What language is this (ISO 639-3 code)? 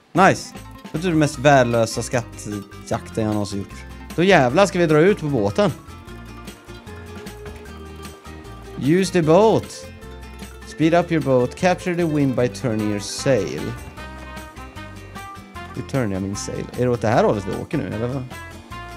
swe